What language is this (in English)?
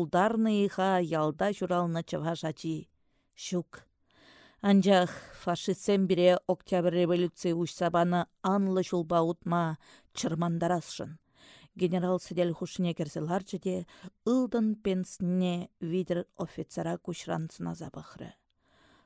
Chuvash